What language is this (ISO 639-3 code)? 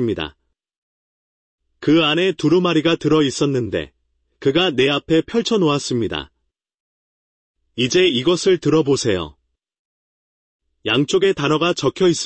kor